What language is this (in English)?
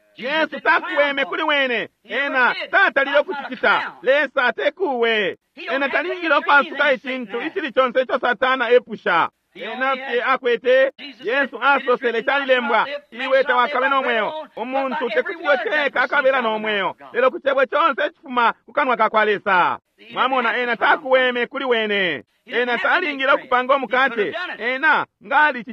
Bemba